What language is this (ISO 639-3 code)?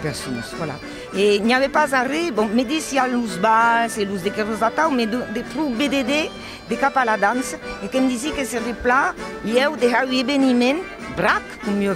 oci